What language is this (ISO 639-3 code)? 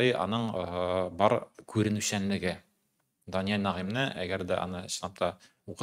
tat